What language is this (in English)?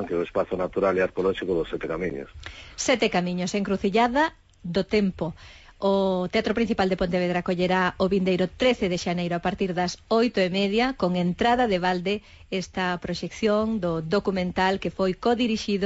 Galician